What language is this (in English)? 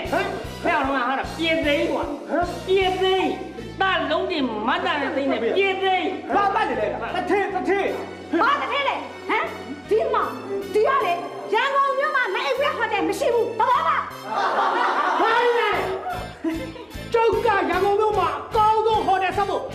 Burmese